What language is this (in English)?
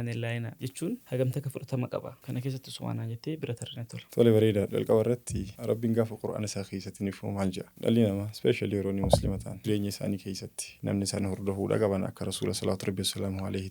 Oromo